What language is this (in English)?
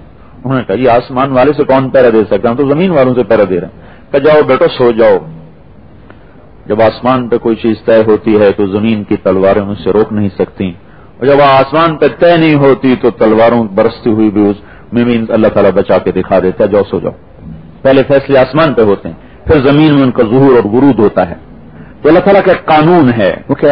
Urdu